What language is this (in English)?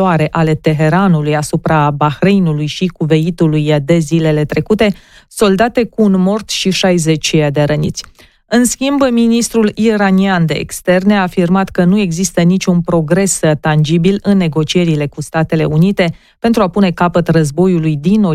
Romanian